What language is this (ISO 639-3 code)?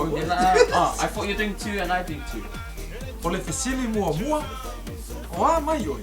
smo